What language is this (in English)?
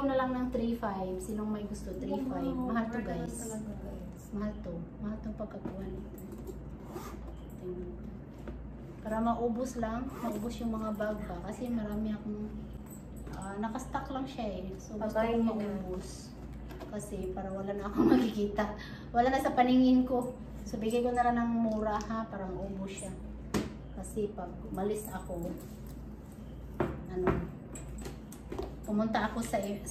Filipino